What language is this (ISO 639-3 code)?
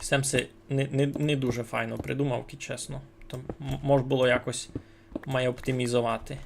rue